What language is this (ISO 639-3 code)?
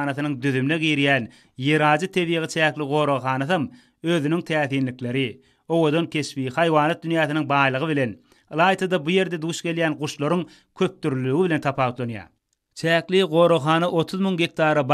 tuk